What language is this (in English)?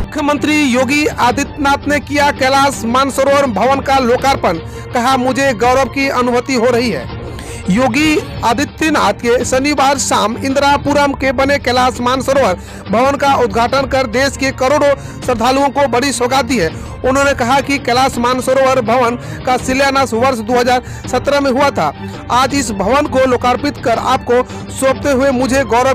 Hindi